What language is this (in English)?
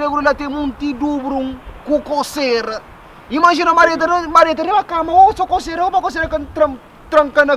Kabuverdianu